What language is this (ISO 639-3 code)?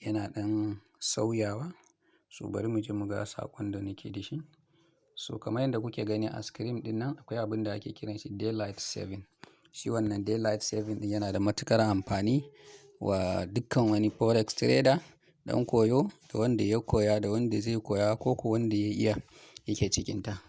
hau